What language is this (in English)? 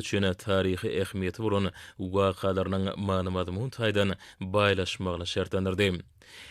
Turkmen